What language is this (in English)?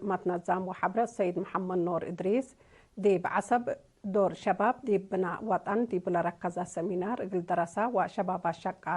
Tigre